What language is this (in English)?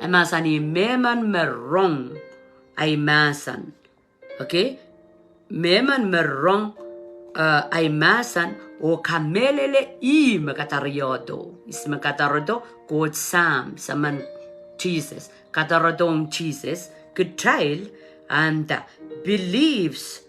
Pohnpeian